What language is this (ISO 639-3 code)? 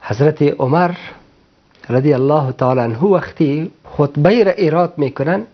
fas